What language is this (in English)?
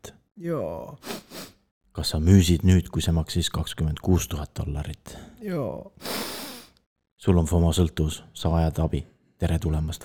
Estonian